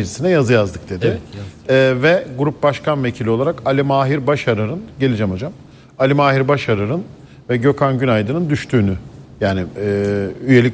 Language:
Turkish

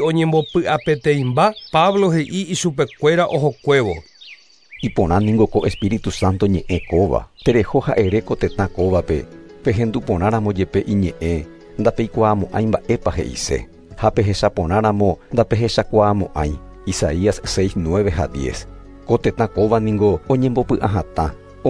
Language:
Guarani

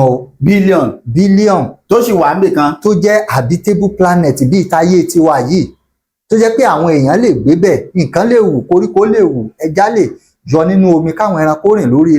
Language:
Yoruba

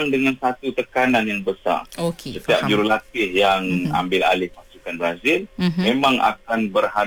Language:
Malay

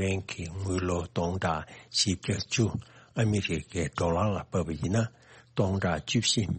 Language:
Tibetan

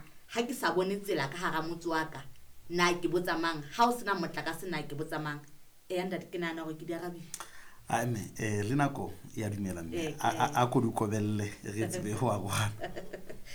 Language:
Southern Sotho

